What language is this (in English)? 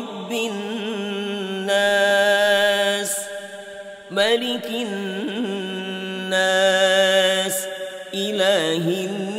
Arabic